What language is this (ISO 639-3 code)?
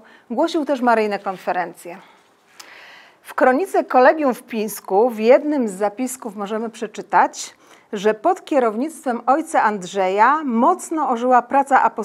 pol